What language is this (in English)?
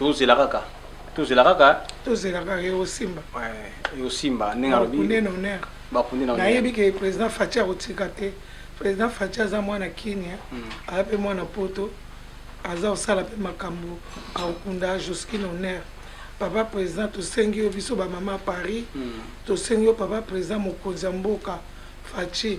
Lingala